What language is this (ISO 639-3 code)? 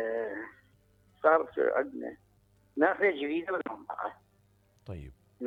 acm